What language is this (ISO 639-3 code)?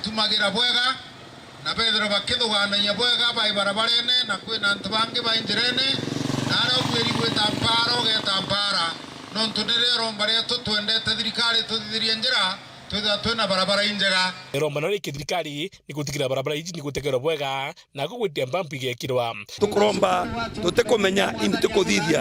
mer